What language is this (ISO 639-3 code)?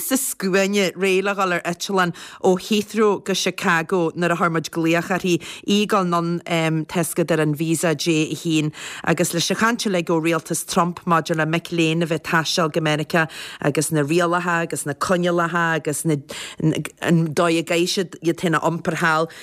gle